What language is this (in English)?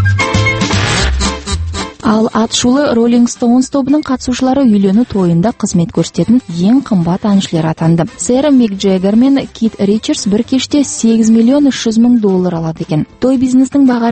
Kazakh